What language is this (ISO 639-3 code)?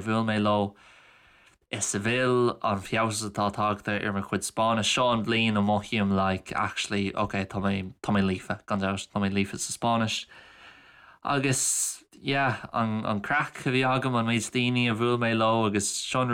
gle